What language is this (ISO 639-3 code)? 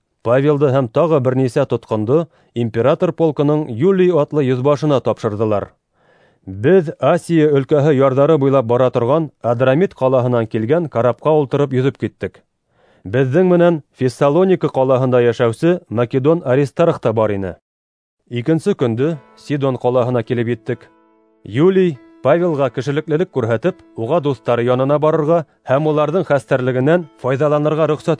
bak